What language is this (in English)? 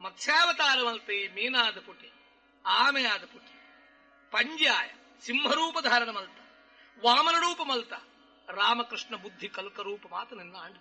Tulu